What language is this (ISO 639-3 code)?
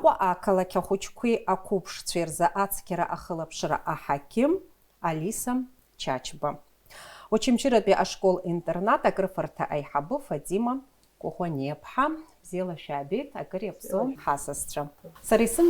abk